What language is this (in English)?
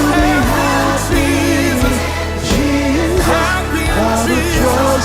Ewe